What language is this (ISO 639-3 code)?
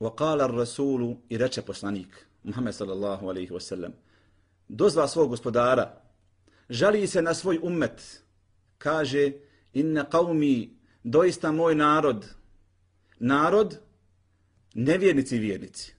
bos